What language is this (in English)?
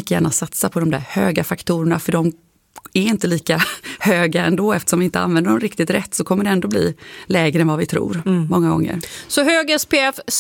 Swedish